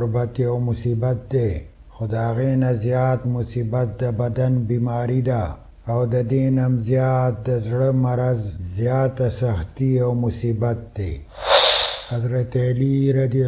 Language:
Pashto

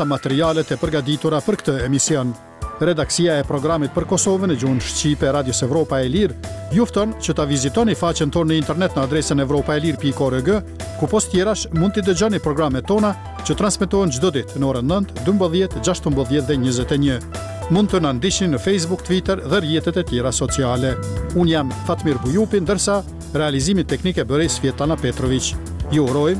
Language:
Albanian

